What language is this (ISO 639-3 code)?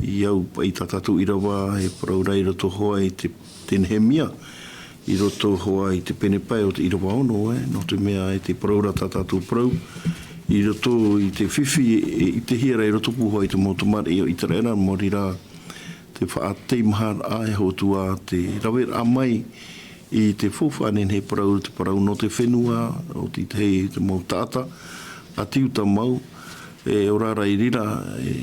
tah